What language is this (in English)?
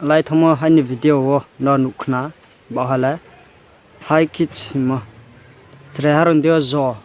Riang (India)